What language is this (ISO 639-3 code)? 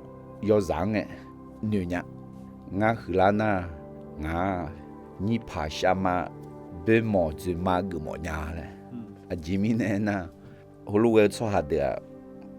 ahk